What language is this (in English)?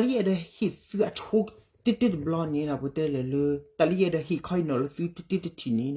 S'gaw Karen